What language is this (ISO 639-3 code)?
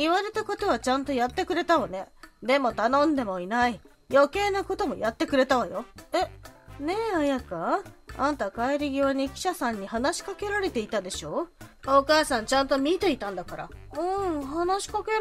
jpn